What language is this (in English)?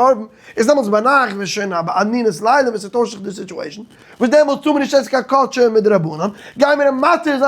Yiddish